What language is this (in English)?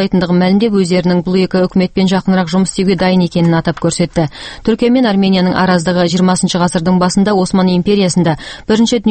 Kazakh